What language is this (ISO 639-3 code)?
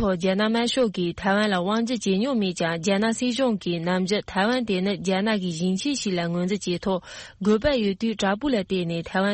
bod